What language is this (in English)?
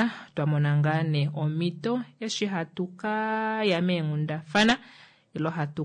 Kuanyama